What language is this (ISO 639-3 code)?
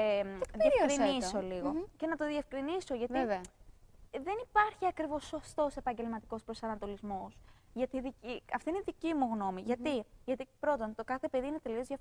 ell